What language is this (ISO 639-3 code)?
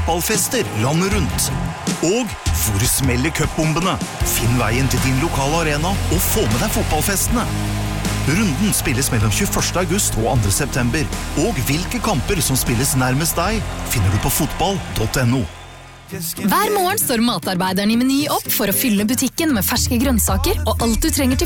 nor